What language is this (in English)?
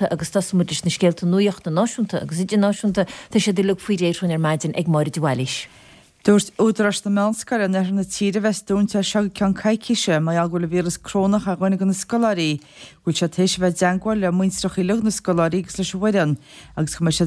Irish